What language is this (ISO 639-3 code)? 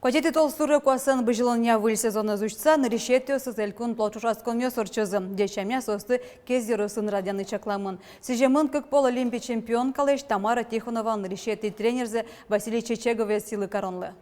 udm